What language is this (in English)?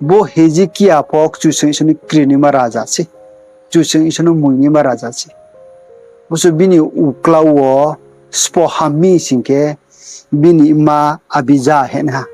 Riang (India)